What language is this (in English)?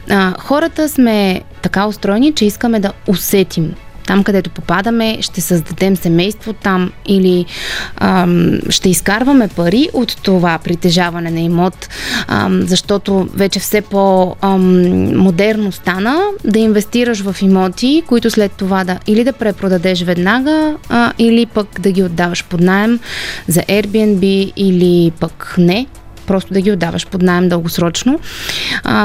Bulgarian